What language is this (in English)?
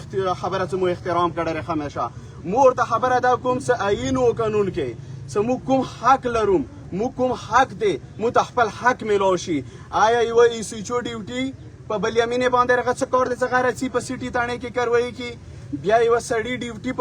Pashto